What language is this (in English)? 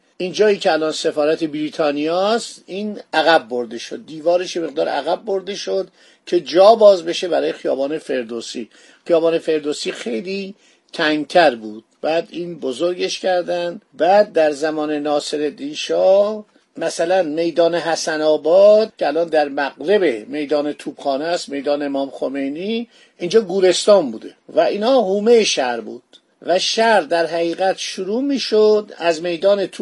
Persian